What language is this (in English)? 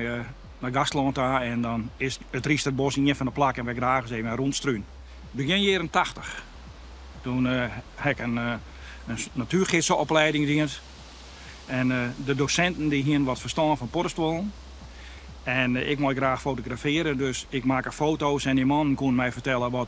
Western Frisian